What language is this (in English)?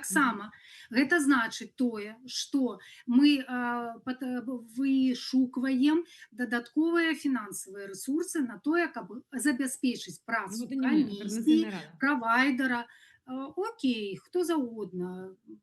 Belarusian